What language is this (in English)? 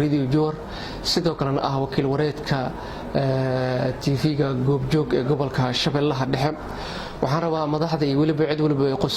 Somali